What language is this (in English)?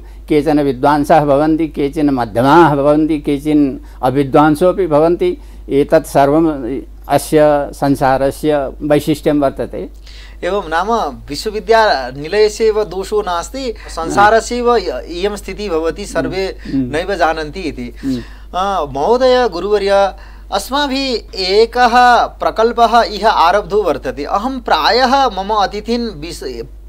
Sanskrit